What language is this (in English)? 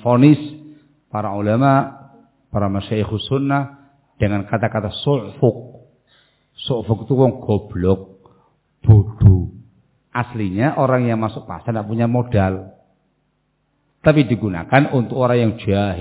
Indonesian